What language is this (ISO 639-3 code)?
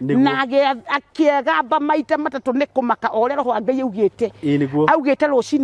kik